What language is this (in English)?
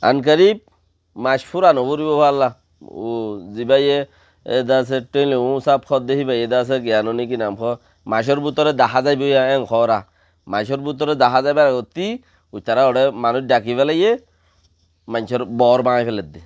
Rohingya